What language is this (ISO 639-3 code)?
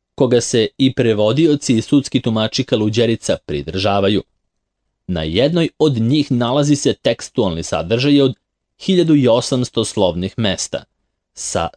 srp